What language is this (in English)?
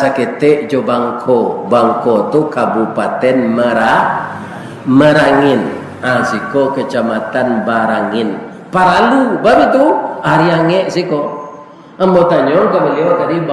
Minangkabau